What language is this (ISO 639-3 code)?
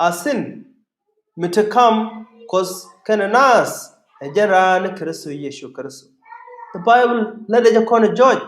nus